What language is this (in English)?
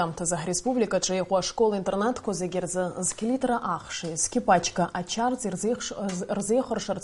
Abkhazian